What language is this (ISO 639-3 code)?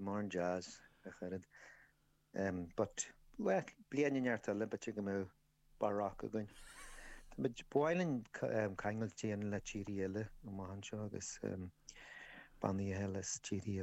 gle